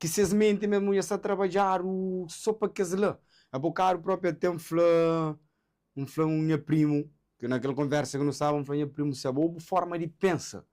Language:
Kabuverdianu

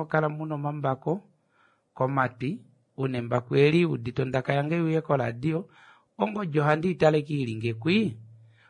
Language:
Kuanyama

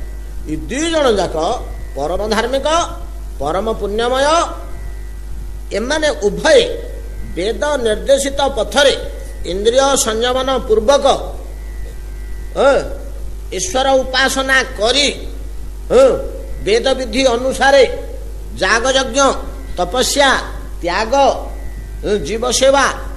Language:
Odia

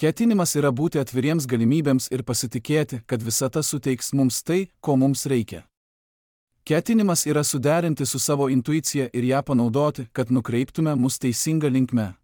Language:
Lithuanian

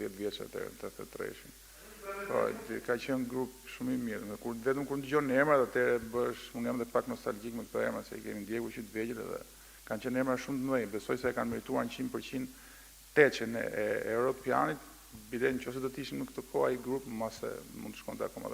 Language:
Albanian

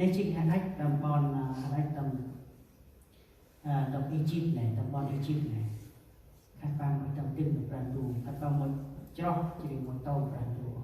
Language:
Central Mnong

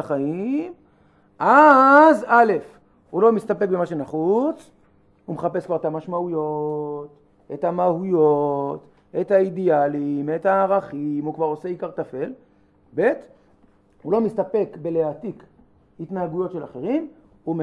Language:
Hebrew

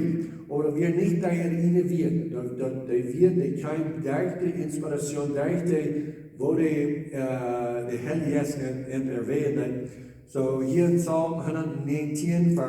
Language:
Plautdietsch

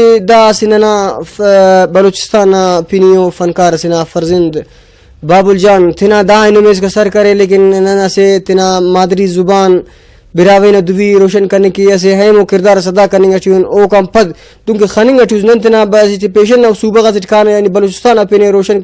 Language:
Brahui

